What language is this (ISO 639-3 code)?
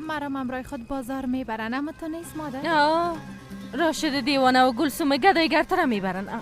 fas